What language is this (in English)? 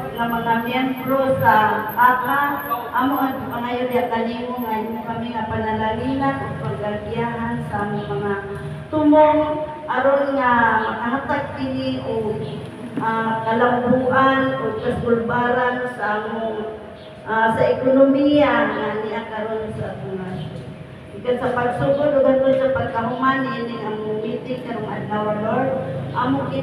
Cebuano